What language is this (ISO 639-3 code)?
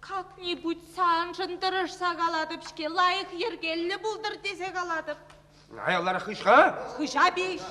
chv